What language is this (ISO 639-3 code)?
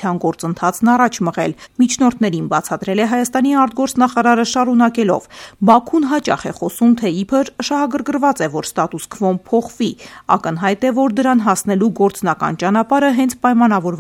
hye